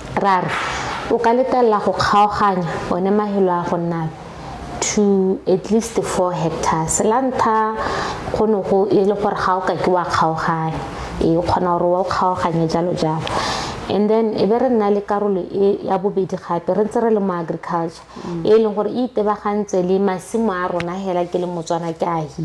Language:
Tswana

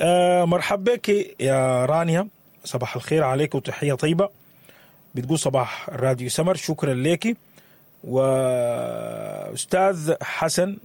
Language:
Sudanese Arabic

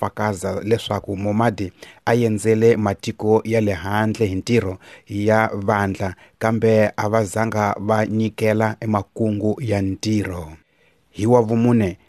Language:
Tsonga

